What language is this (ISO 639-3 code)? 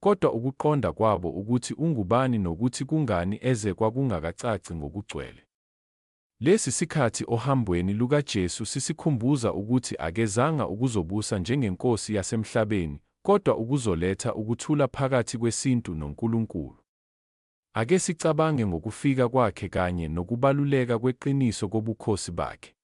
zul